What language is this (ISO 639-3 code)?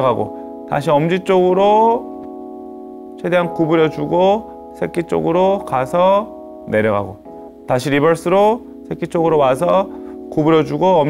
kor